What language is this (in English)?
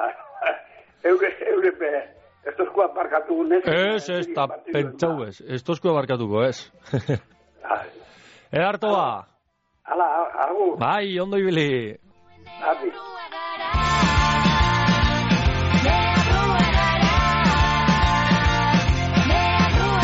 Basque